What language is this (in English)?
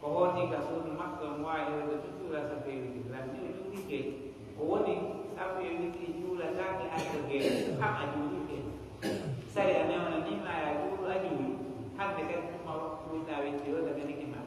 Fula